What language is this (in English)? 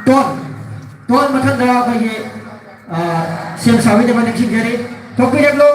Manipuri